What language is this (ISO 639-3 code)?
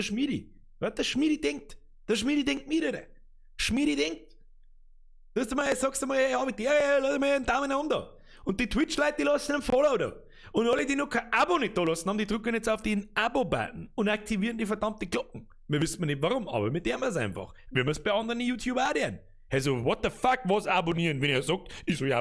bar